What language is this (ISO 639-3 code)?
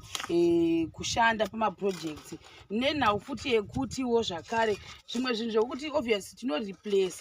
sna